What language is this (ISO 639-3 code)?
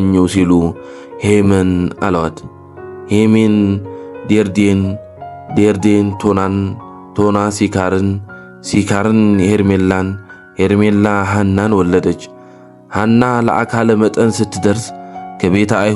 amh